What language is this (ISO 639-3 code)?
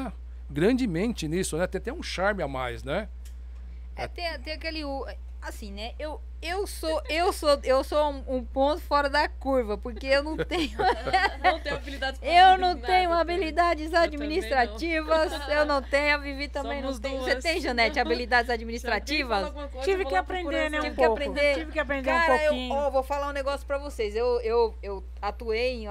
por